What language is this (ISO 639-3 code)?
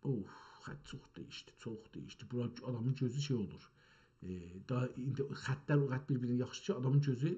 azb